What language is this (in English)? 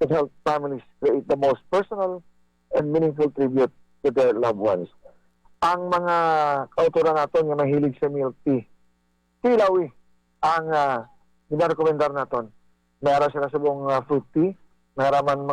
Hiligaynon